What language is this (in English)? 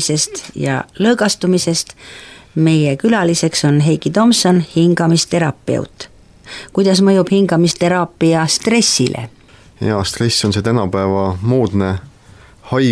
Estonian